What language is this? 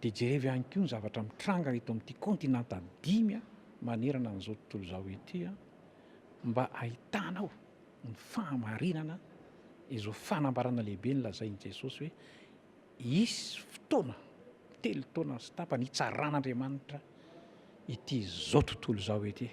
Malagasy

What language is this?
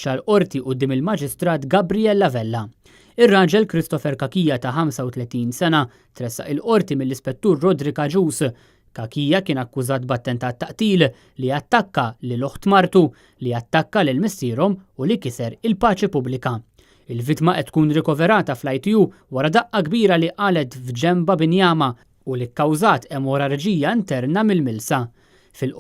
Maltese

